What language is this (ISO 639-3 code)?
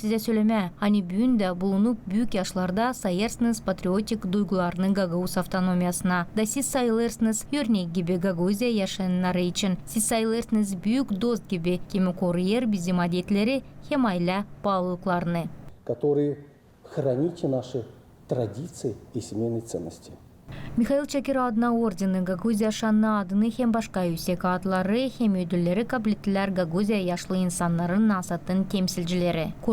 gag